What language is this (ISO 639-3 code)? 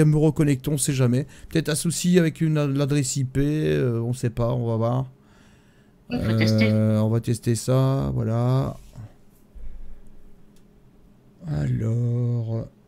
fra